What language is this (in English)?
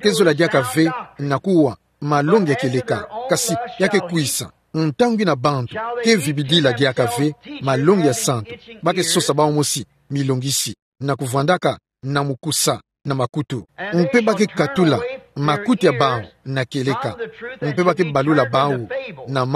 Kituba (Democratic Republic of Congo)